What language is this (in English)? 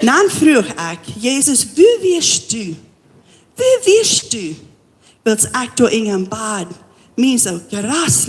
Plautdietsch